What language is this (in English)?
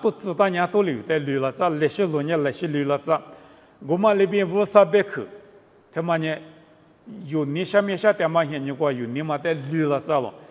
Lisu